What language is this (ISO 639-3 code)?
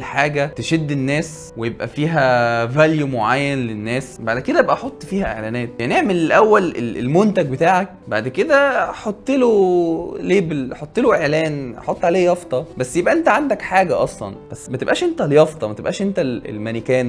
arz